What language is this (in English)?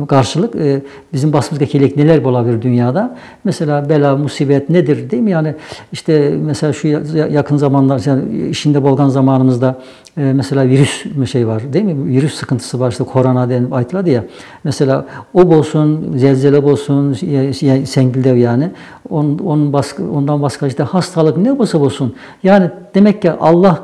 Nogai